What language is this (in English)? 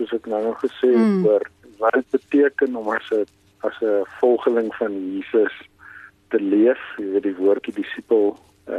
Afrikaans